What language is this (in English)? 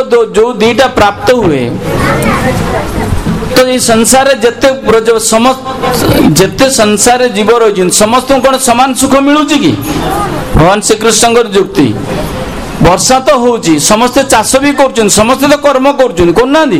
Odia